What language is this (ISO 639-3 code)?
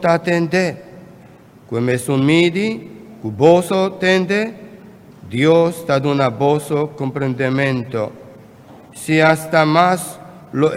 pap